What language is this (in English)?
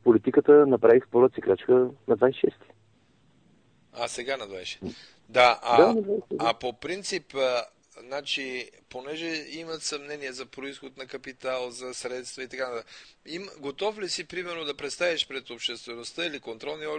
Bulgarian